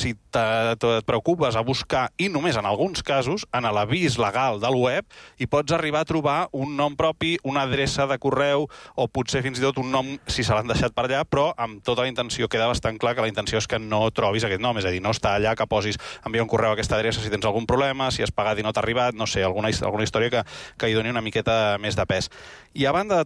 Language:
Catalan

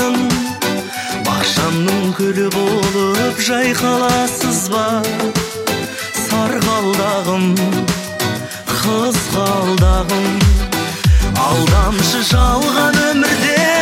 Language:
Kazakh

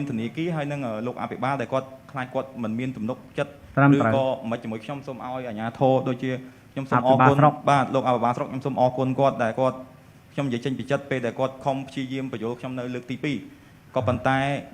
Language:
Khmer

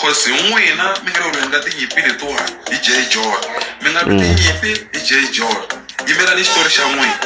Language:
Tsonga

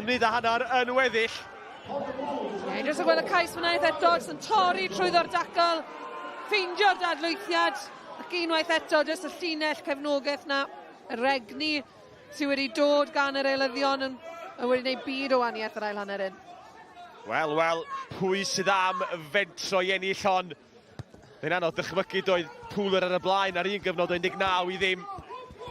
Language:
Welsh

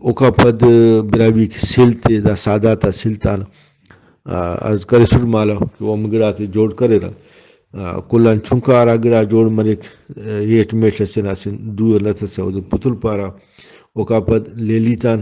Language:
Brahui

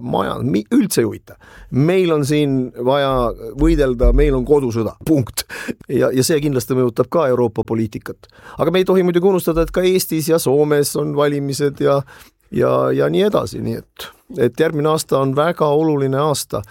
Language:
Estonian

